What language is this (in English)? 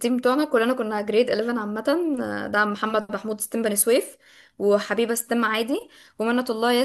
Egyptian Arabic